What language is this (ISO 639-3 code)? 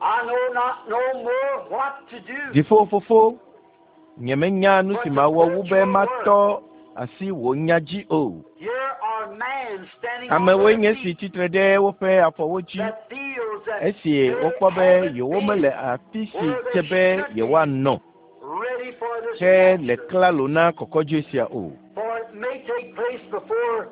ewe